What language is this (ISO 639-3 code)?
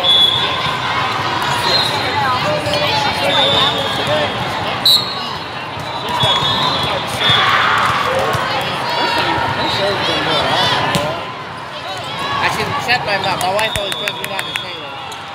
eng